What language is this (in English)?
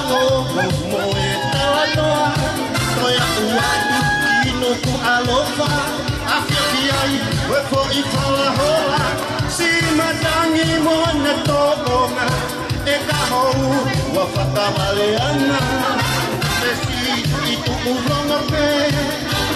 Tongan